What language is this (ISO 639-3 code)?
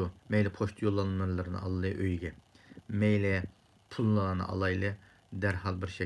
uig